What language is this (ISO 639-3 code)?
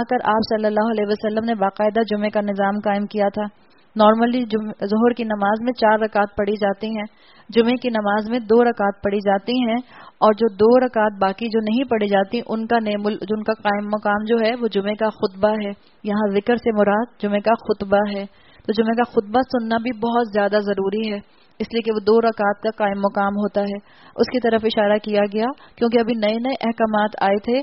urd